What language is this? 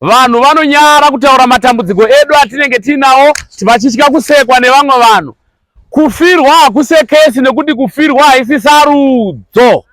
Shona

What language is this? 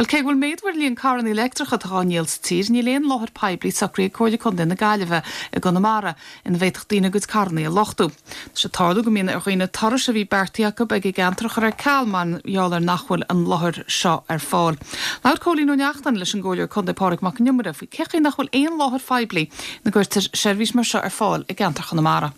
Irish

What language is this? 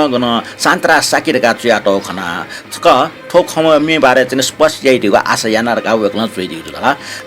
Newari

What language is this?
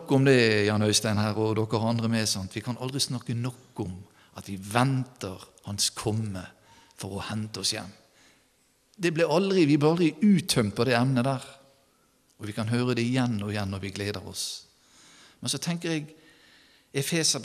Norwegian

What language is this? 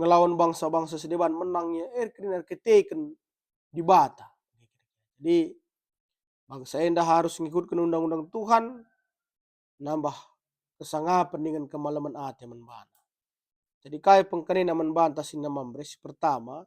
Batak Karo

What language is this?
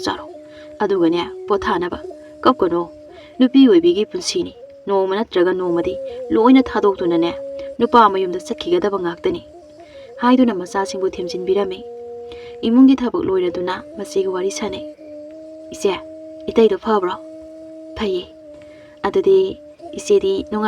Manipuri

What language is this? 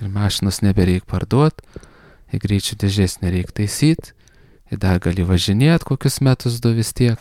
Lithuanian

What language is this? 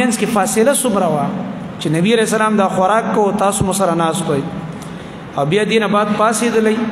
Pashto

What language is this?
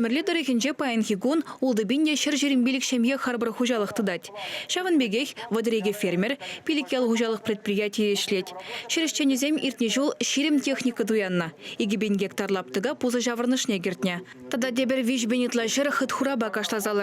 Chuvash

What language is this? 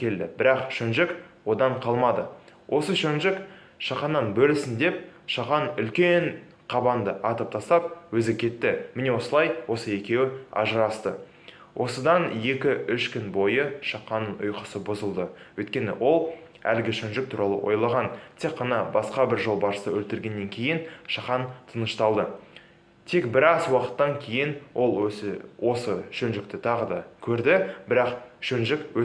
Kazakh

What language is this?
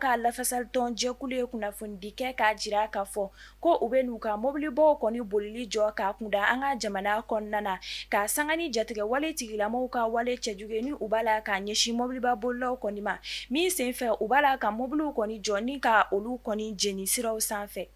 Bambara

